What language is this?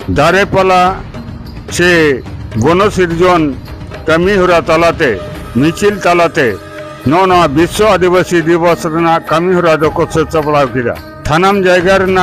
Santali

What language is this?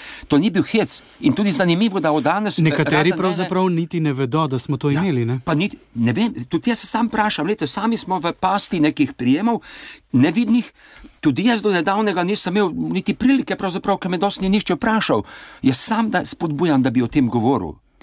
Slovenian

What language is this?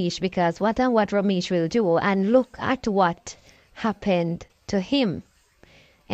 Jamaican Creole English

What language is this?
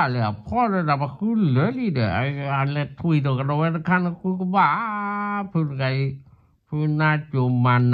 S'gaw Karen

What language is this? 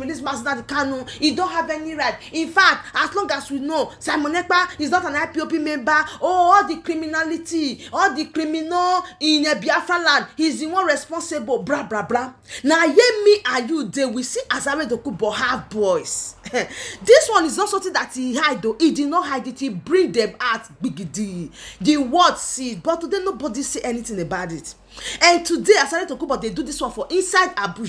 Nigerian Pidgin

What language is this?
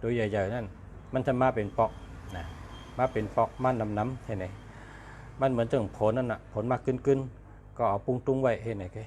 Shan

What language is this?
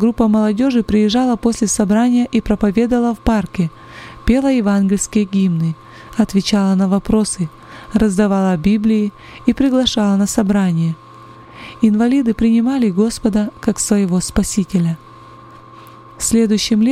Russian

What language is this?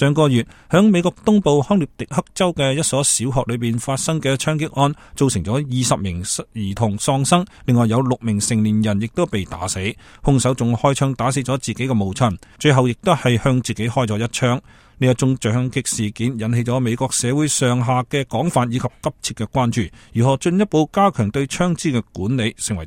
Cantonese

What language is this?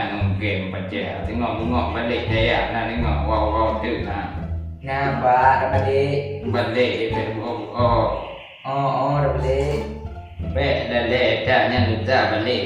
Achinese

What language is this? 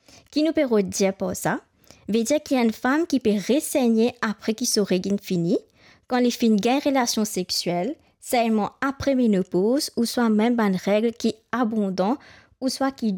Morisyen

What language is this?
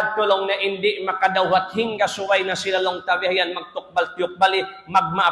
Tausug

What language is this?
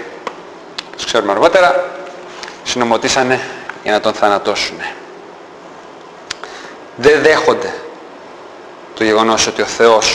Greek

